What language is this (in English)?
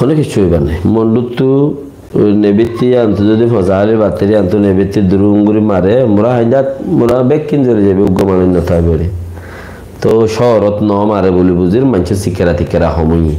Rohingya